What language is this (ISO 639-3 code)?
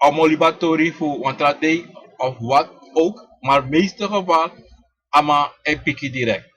srn